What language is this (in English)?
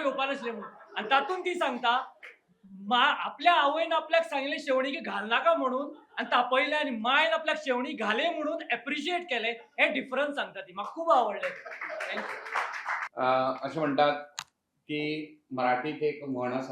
Konkani